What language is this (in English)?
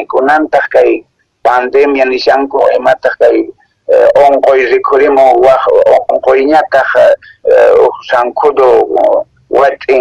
Quechua